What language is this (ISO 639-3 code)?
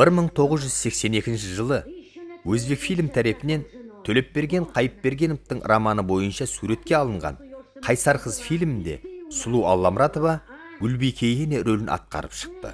kaa